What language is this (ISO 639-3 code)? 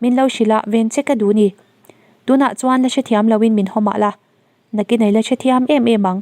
lus